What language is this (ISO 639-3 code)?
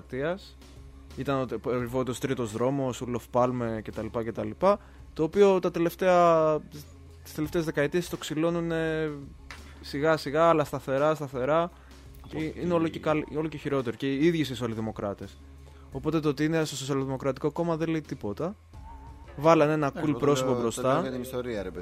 ell